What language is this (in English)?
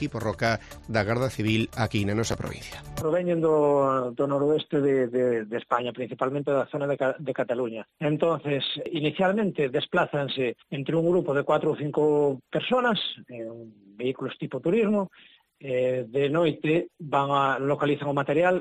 Galician